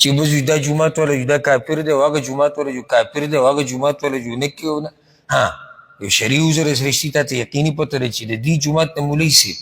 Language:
Pashto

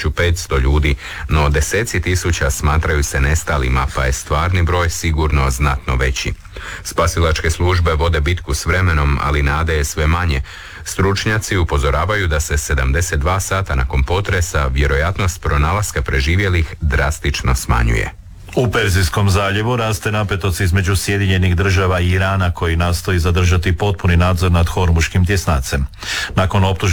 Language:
Croatian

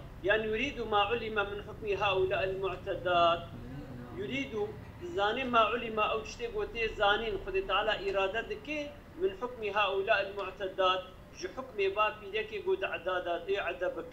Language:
Kurdish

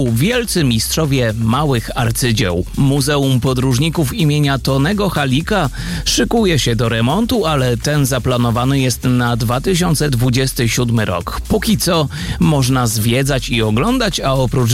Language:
Polish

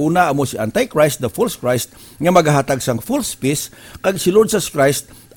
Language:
Hiligaynon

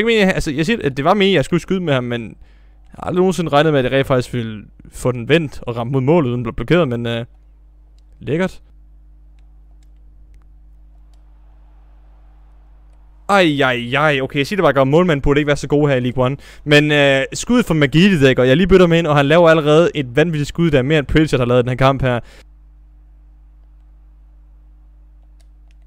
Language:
Danish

